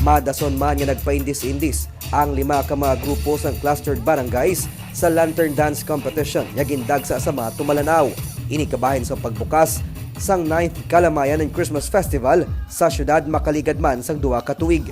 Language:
Hiligaynon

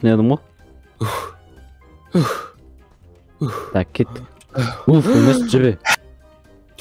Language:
Kazakh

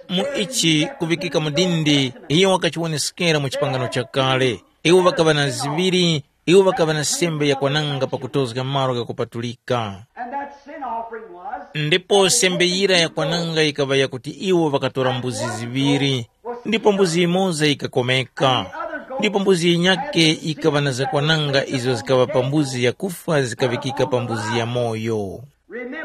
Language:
Tumbuka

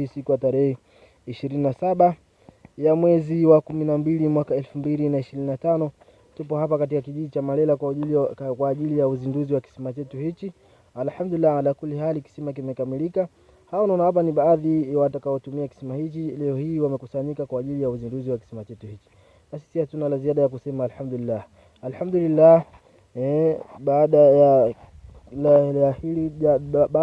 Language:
Swahili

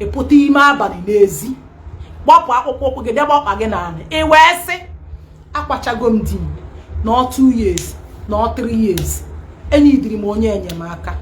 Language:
Igbo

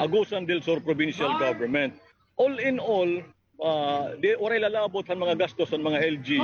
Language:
Waray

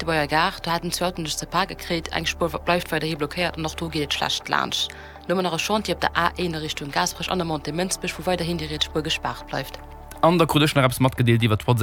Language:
Luxembourgish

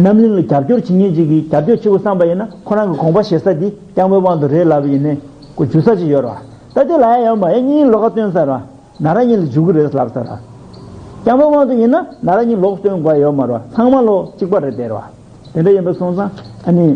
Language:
Tibetan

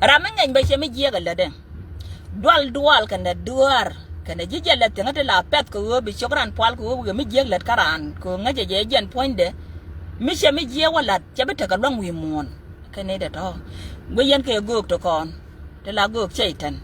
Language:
Nuer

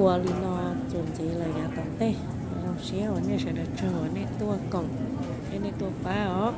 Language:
Hmong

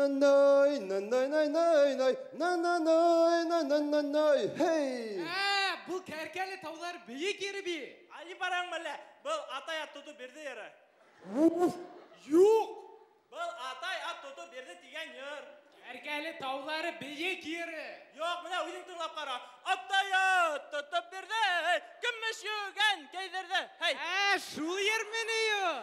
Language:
Bashkir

